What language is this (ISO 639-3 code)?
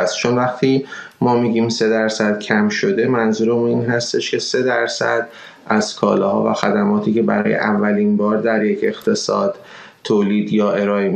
fas